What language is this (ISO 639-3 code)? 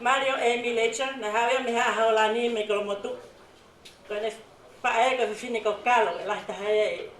ton